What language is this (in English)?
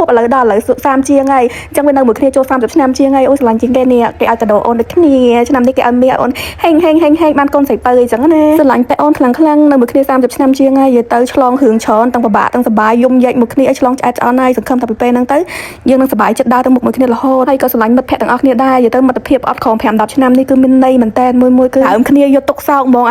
Khmer